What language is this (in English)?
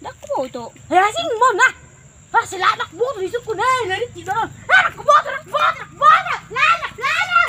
Batak Toba